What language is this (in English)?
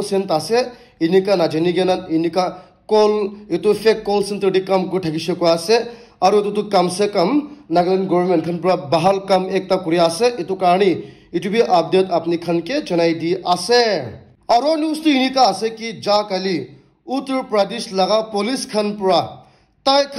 Naga Pidgin